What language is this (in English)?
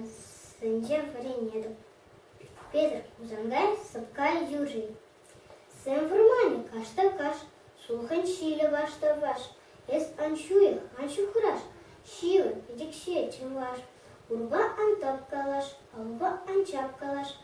Chuvash